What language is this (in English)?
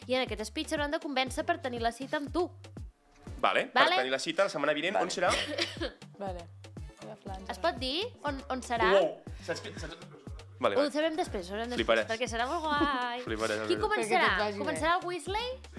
Catalan